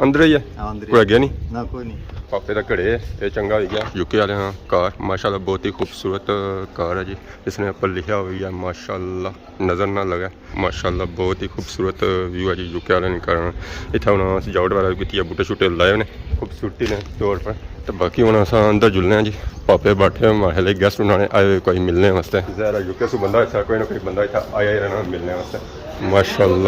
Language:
Pahari-Potwari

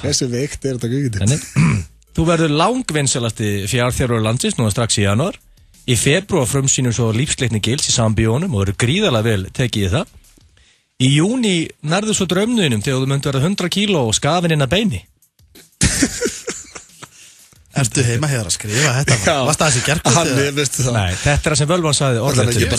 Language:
Icelandic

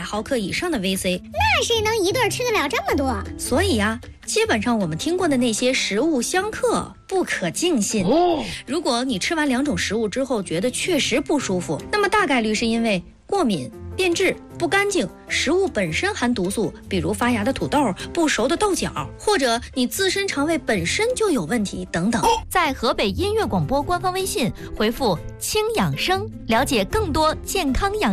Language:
Chinese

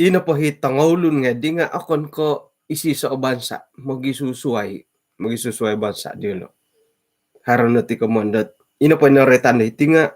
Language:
Central Dusun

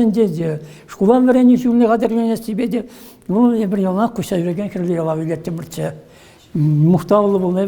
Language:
Chuvash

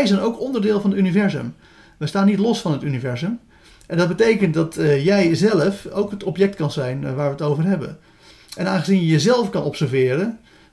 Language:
Dutch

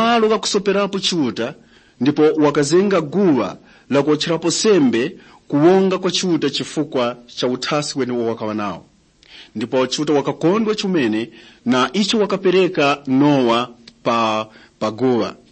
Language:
Tumbuka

